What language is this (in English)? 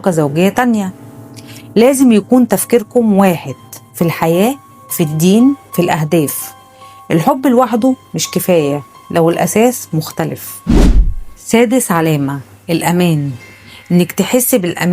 Egyptian Arabic